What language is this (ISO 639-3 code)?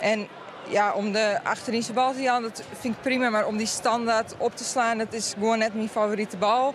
fry